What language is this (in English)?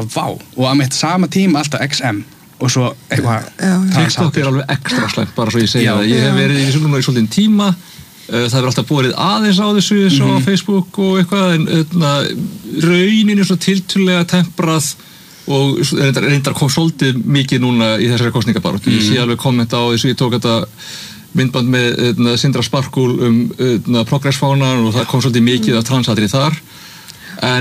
Icelandic